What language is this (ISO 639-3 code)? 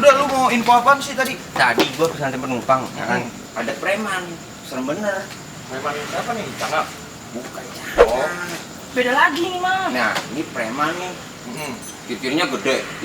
bew